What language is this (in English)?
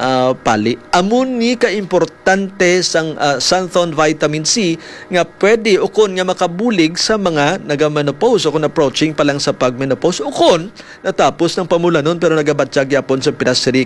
Hiligaynon